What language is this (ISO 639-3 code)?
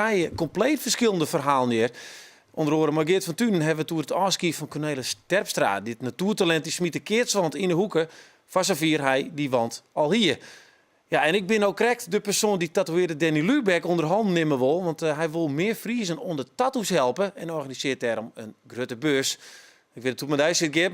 fry